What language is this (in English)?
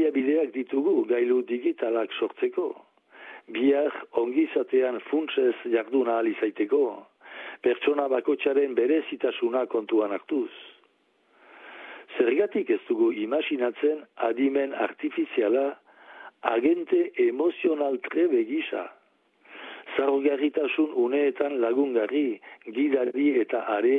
Basque